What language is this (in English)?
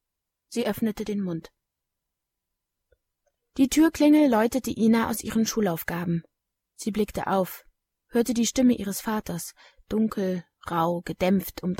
German